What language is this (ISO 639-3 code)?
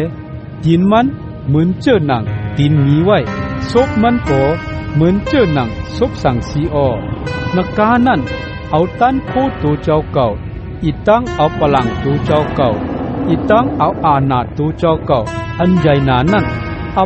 shn